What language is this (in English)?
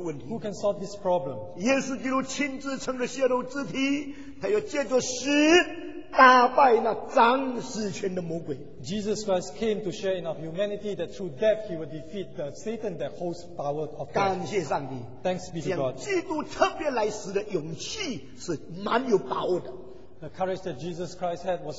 Chinese